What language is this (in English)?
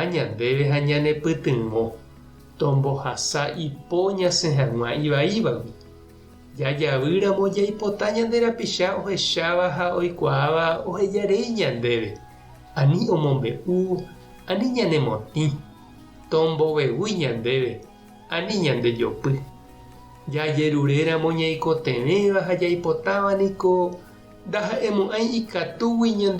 Guarani